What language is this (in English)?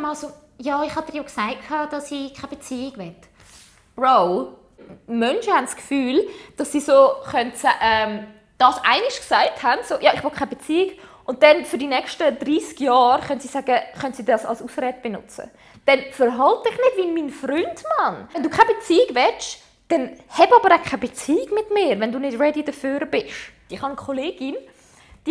Swiss German